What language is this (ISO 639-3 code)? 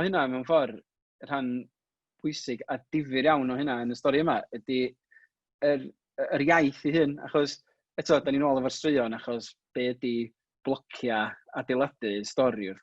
cym